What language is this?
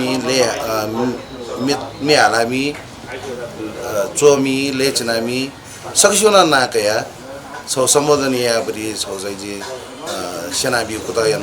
Newari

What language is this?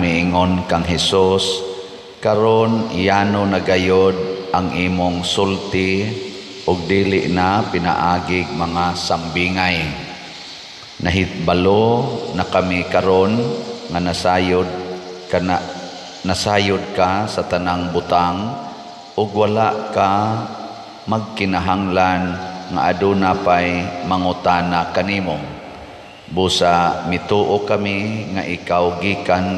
Cebuano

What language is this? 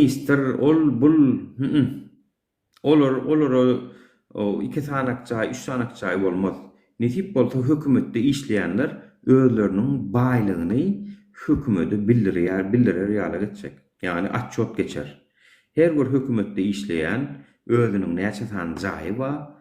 Turkmen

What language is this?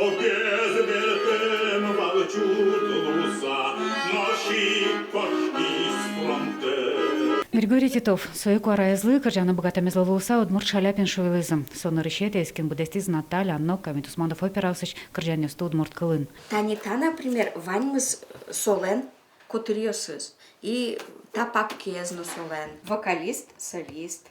Udmurt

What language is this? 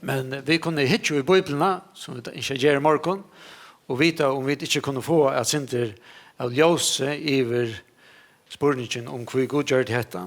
Faroese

